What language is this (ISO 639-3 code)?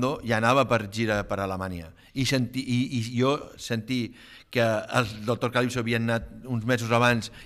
cat